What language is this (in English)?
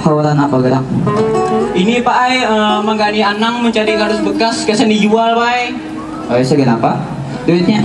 Banjar